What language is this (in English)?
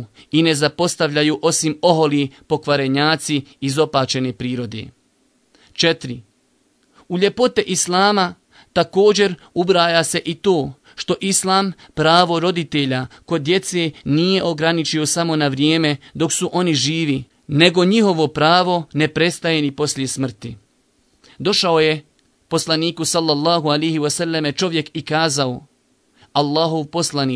Bosnian